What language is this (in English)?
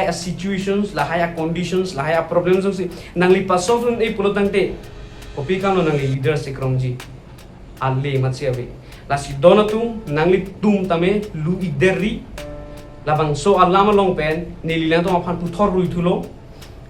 Karbi